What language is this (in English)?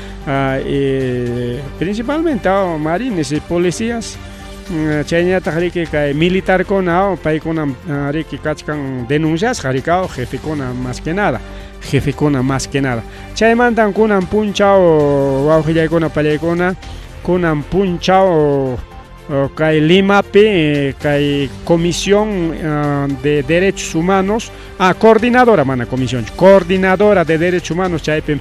Ayacucho Quechua